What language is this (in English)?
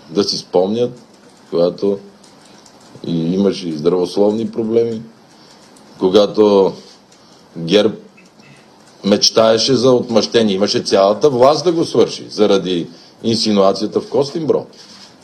Bulgarian